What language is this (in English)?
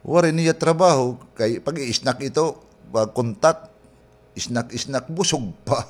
Waray